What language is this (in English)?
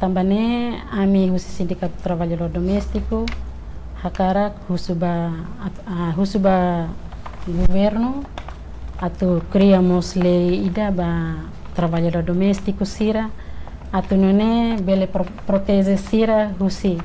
Tetum